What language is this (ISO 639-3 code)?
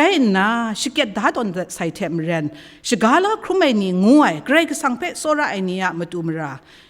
kac